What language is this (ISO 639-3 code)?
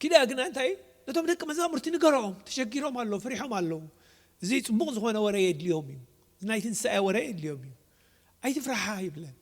tir